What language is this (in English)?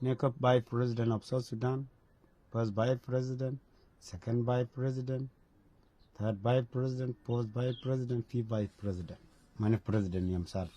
Nuer